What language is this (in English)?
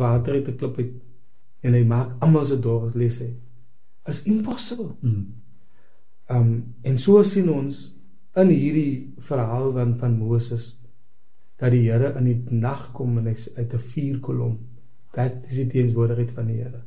Afrikaans